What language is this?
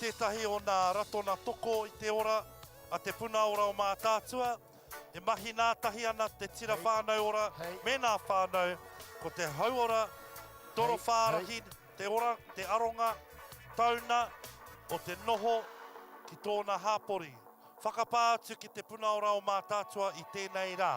Māori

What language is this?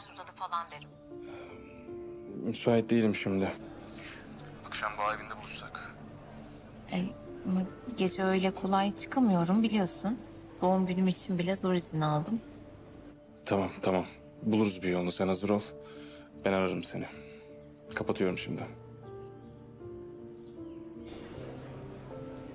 Turkish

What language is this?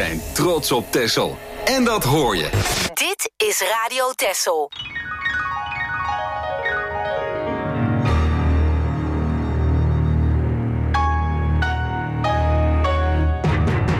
Dutch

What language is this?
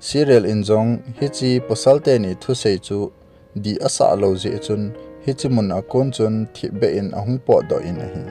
Thado Chin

